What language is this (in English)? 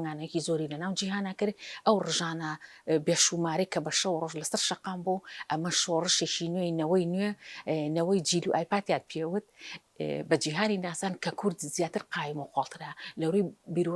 Central Kurdish